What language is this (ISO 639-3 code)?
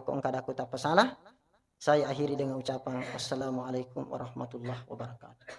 bug